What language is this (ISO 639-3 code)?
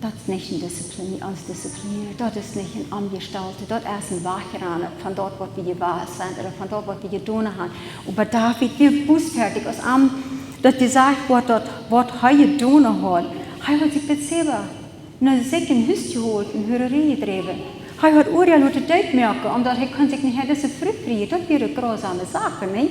pdt